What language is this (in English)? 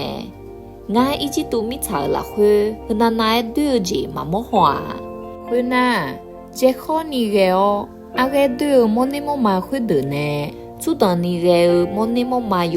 Akha